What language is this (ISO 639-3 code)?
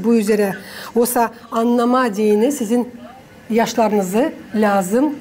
gag